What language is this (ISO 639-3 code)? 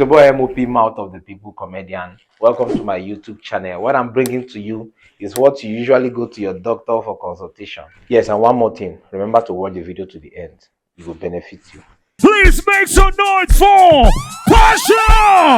pcm